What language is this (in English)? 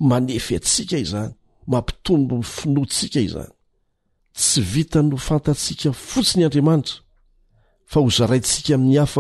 Malagasy